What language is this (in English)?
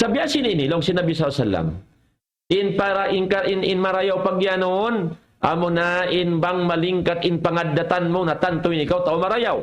Tausug